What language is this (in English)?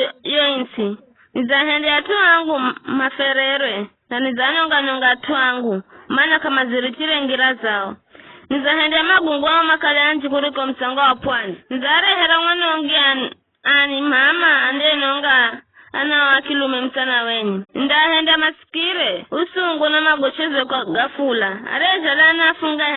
Giryama